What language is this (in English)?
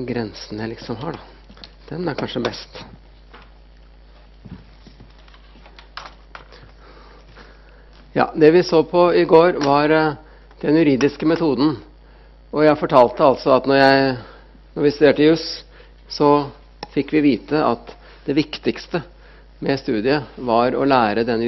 Norwegian